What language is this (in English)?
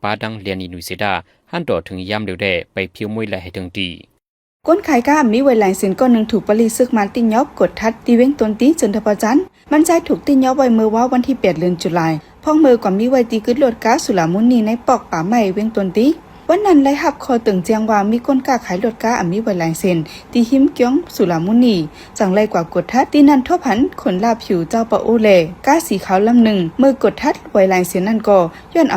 Shan